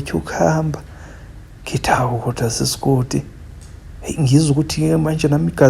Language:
Zulu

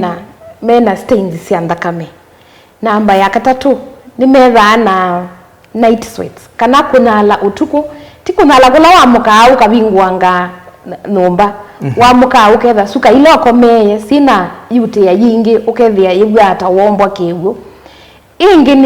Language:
Kamba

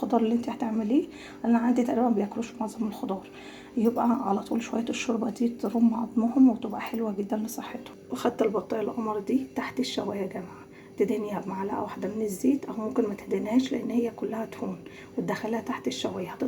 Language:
Egyptian Arabic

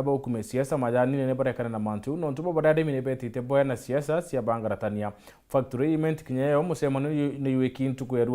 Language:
Meru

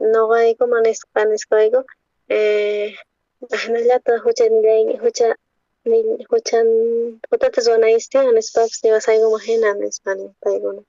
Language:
South Bolivian Quechua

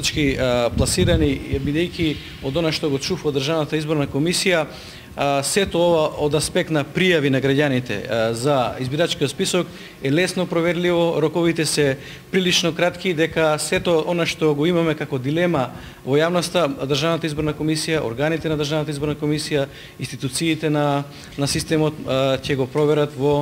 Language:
Macedonian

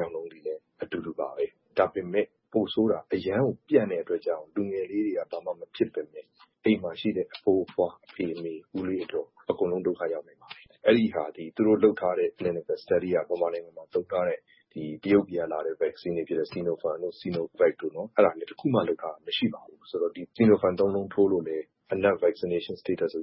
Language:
Burmese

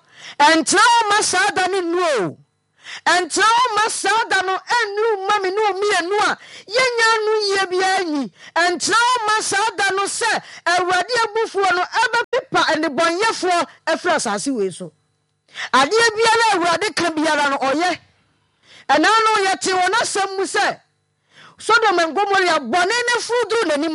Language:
Akan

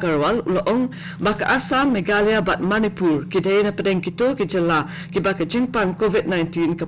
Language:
Khasi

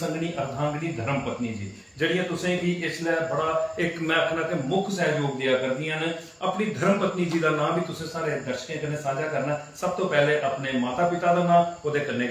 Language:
Dogri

